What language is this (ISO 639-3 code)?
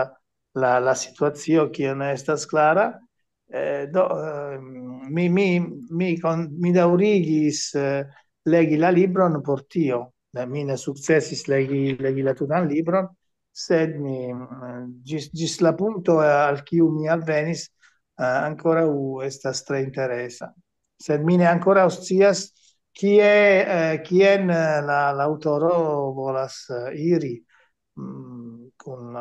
epo